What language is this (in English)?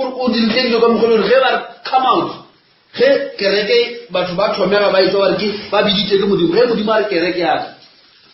Northern Sotho